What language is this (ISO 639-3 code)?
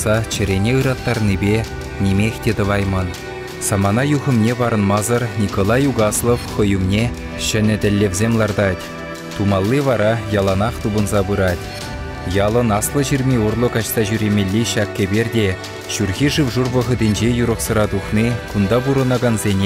chv